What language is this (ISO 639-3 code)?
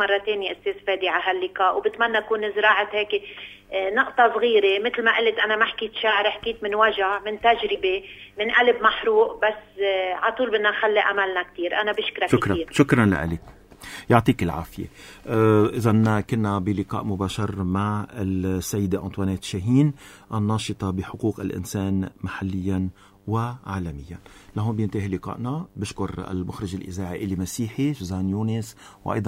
apc